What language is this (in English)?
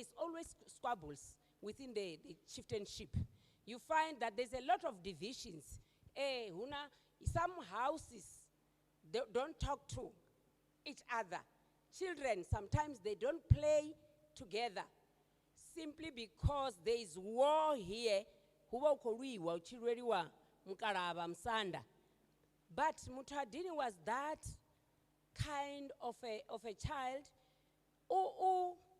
Venda